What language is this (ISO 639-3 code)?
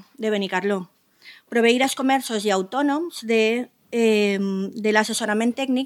cat